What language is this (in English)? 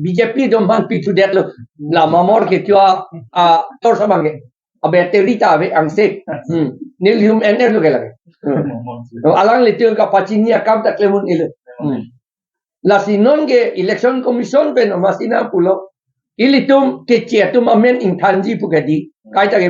Karbi